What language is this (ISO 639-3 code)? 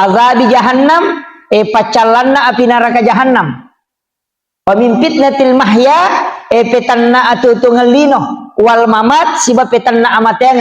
bug